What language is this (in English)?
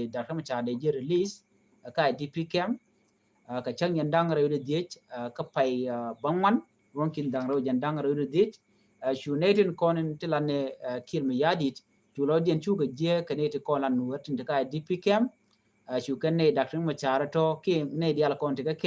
Nuer